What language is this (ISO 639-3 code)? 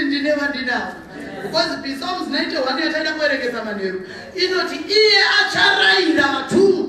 sna